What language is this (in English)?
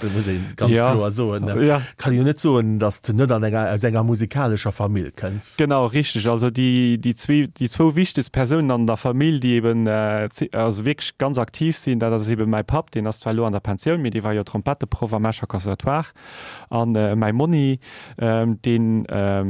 Luxembourgish